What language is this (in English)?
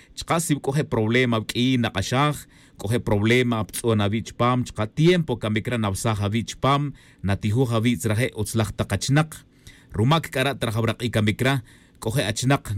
Tz'utujil